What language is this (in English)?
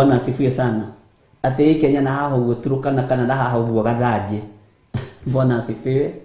Kikuyu